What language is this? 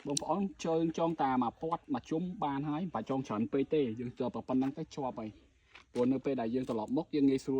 Khmer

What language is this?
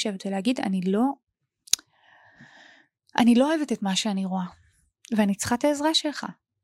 Hebrew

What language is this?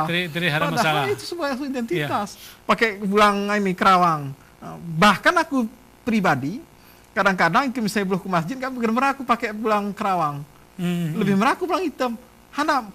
Gayo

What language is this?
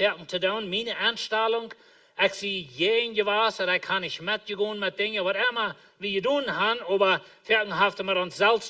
Plautdietsch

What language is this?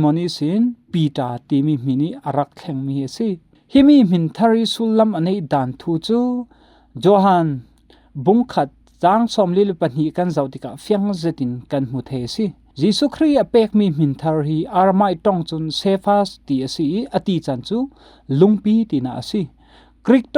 Falam Chin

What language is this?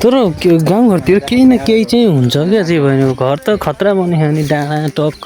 Nepali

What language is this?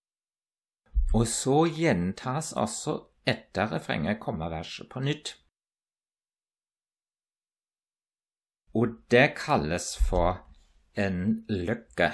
Norwegian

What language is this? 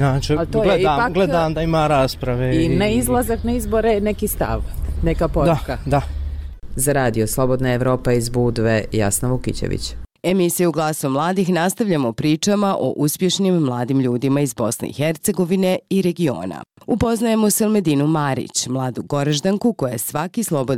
Bosnian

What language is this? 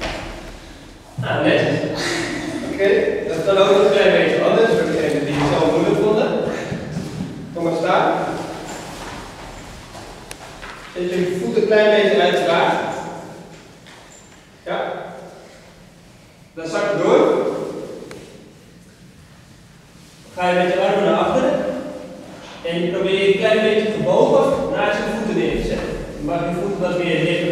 Dutch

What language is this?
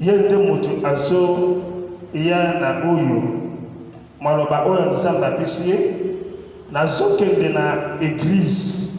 Lingala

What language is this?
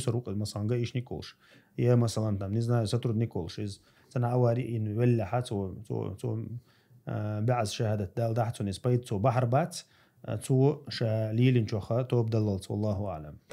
Chechen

